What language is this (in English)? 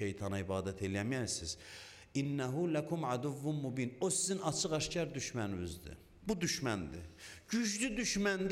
Azerbaijani